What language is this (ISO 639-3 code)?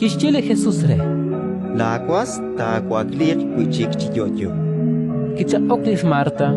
kek